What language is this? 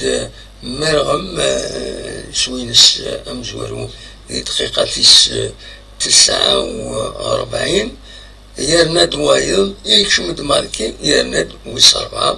Kabyle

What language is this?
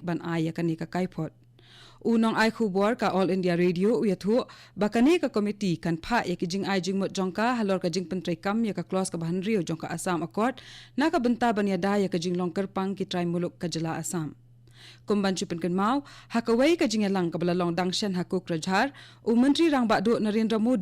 Khasi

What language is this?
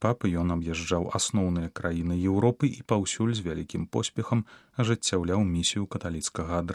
Belarusian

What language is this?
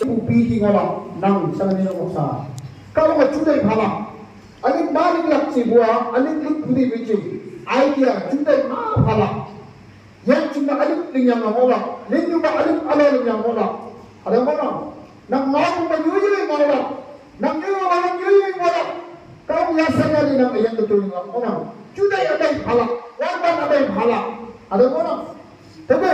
Naga Pidgin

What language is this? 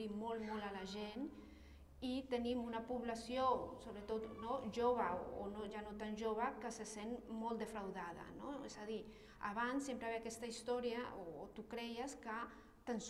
Catalan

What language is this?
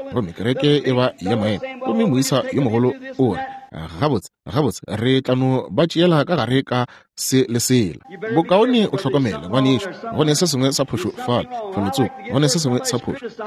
Northern Sotho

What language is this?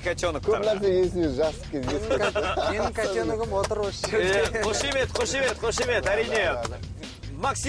Kara-Kalpak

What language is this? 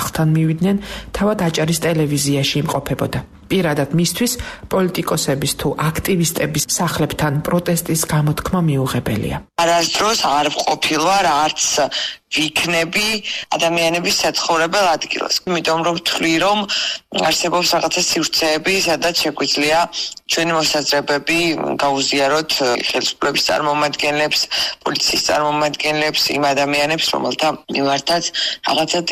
Georgian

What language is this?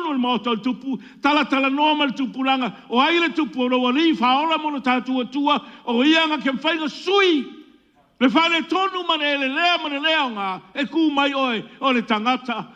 Samoan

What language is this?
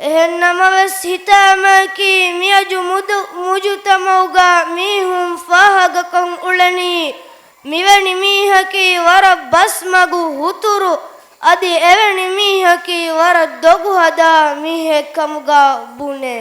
Divehi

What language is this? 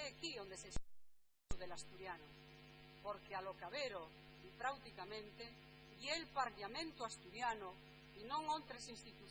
Asturian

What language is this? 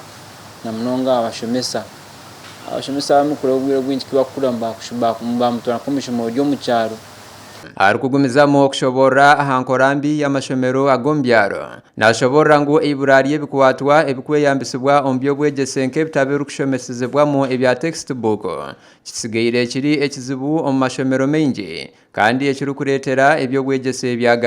Nyankole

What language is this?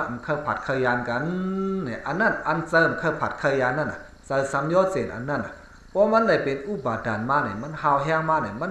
Shan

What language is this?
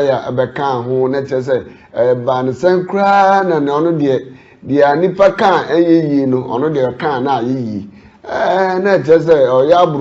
Akan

